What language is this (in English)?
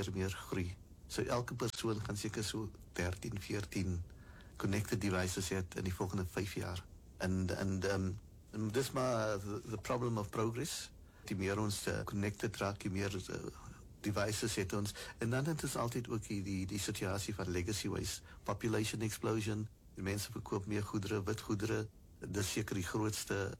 Afrikaans